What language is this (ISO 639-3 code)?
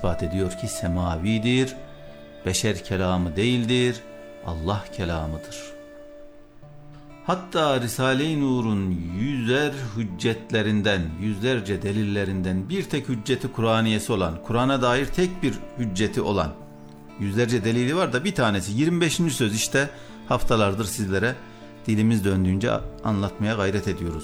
tur